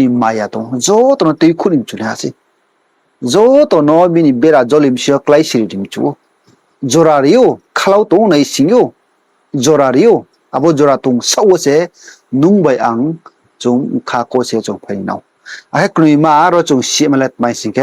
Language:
Riang (India)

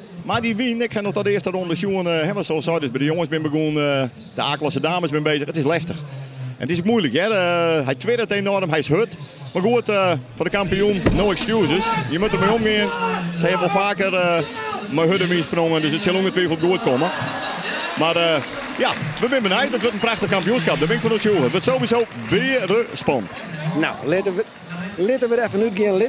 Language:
Western Frisian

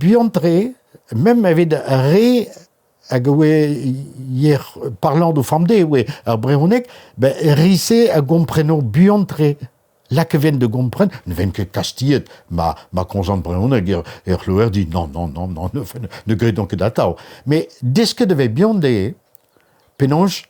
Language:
Breton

